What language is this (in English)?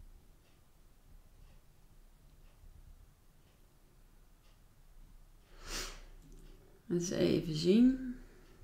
Dutch